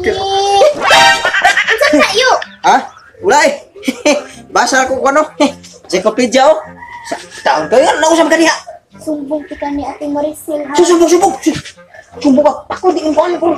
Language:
Cebuano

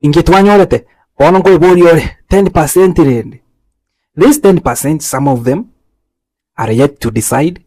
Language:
Gusii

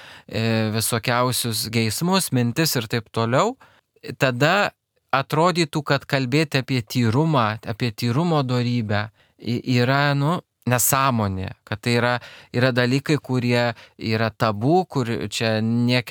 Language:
Lithuanian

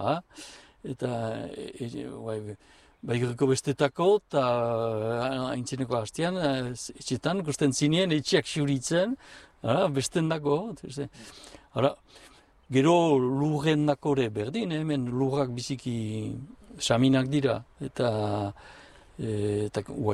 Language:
Basque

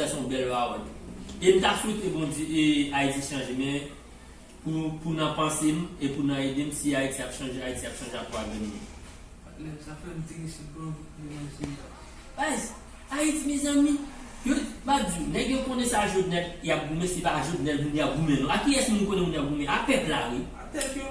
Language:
Haitian Creole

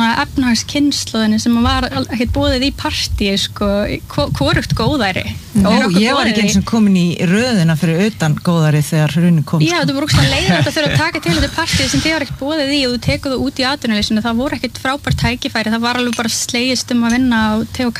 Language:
Icelandic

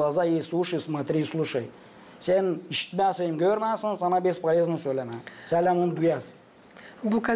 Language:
Gagauz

